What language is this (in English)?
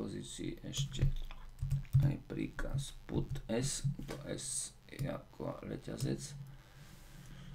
Slovak